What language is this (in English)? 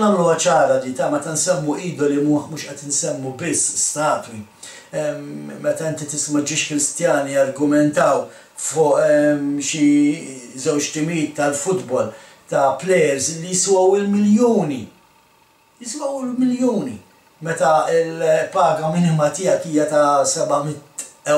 Maltese